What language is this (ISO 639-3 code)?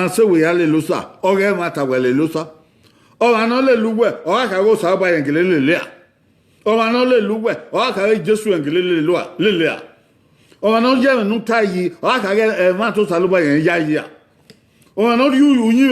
bin